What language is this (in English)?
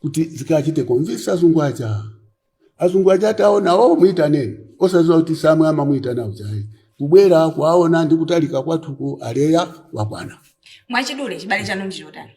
Nyanja